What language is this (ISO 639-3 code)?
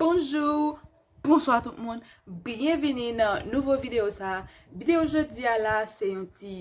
hat